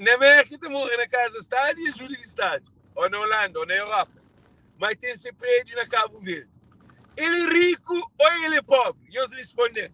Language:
Kabuverdianu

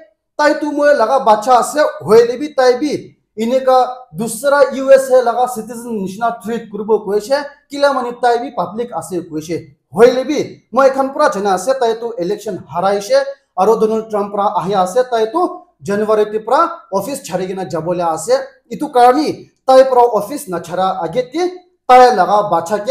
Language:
Naga Pidgin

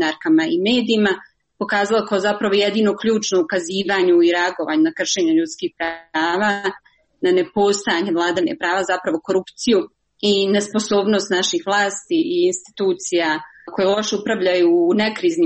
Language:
Serbian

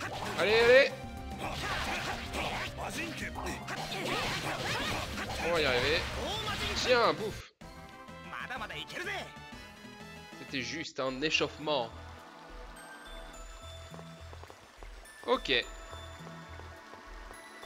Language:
French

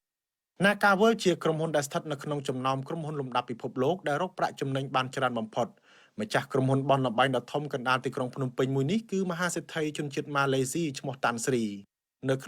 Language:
Khmer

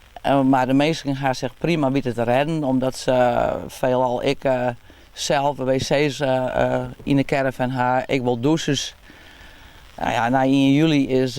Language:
Western Frisian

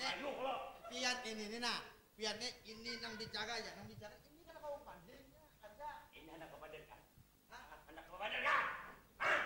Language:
Banjar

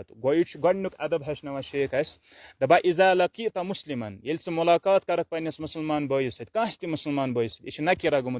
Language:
Kashmiri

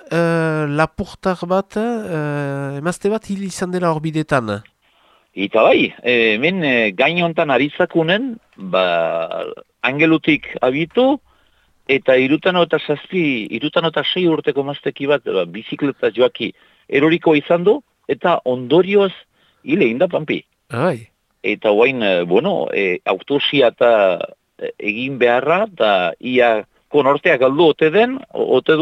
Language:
Basque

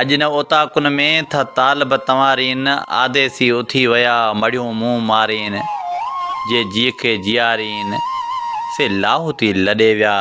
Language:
Sindhi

